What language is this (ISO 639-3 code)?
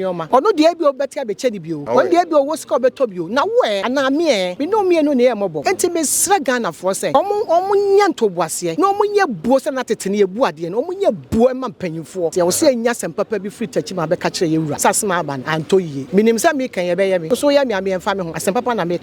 aka